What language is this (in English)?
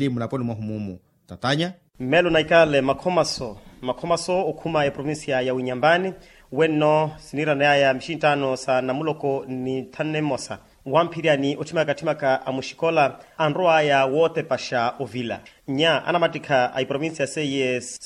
Makhuwa